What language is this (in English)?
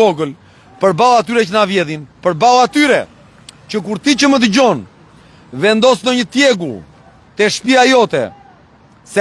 Albanian